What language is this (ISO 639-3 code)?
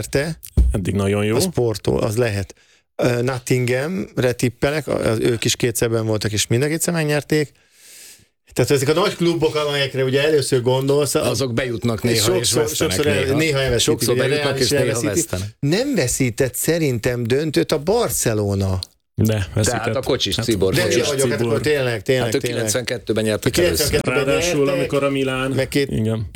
hun